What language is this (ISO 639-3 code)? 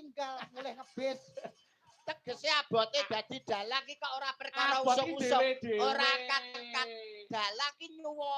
jav